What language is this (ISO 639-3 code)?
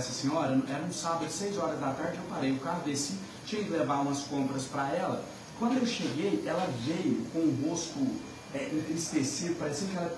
por